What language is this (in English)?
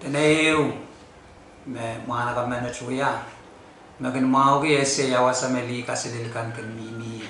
Pohnpeian